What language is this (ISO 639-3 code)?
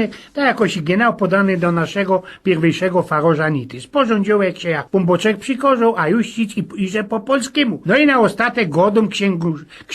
szl